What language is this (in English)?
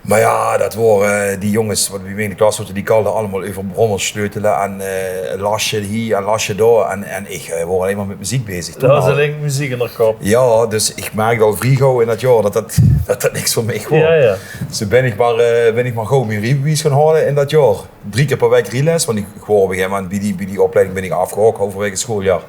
Limburgish